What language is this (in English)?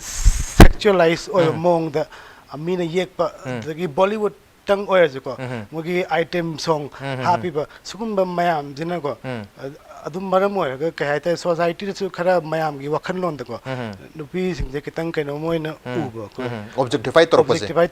Manipuri